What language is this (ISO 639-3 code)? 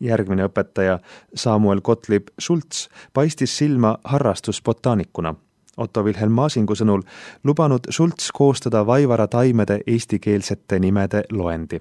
est